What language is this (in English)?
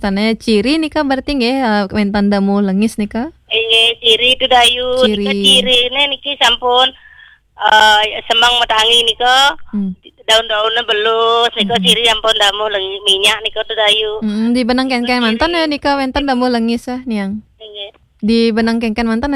Balinese